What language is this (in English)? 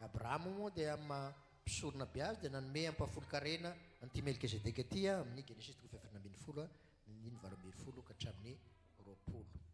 Malagasy